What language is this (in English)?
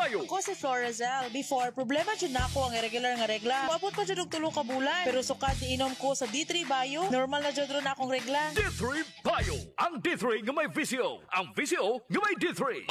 Cebuano